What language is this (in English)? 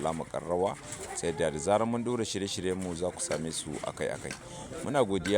Hausa